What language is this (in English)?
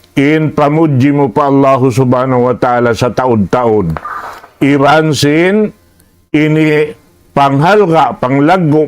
Tausug